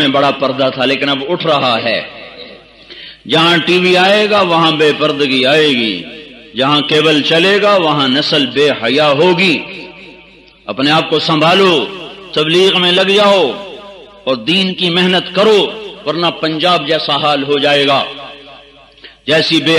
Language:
Urdu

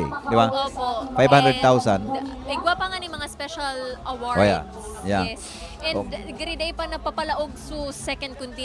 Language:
Bikol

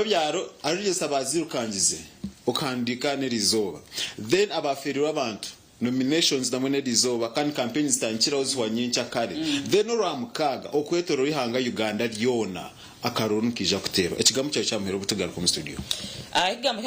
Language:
Nyankole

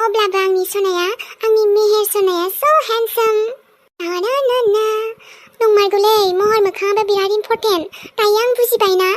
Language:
Bodo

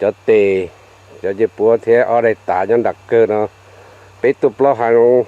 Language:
Hmong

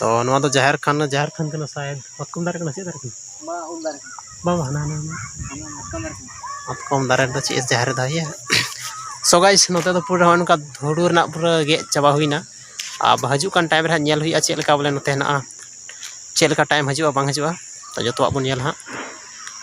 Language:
Santali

